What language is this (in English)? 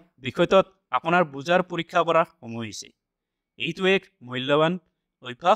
Assamese